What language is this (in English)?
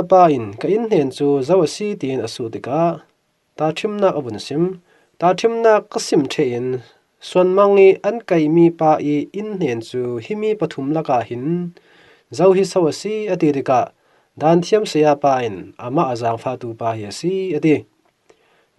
Falam Chin